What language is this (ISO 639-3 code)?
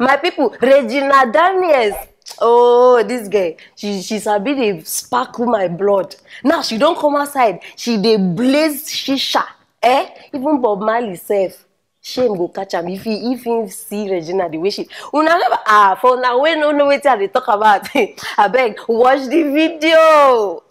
pcm